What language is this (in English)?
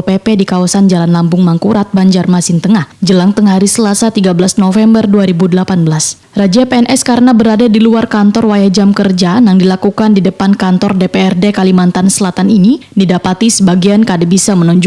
Banjar